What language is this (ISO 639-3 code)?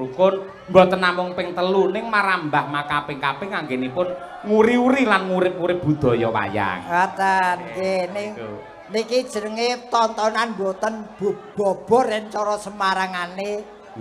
jav